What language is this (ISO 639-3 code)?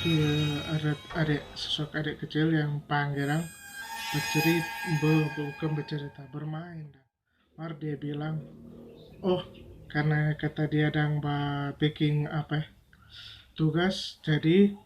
xmm